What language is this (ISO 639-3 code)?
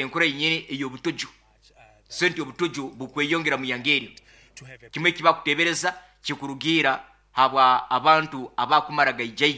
nyo